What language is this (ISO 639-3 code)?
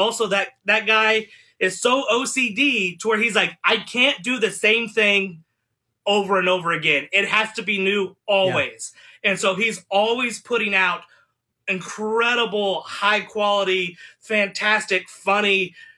eng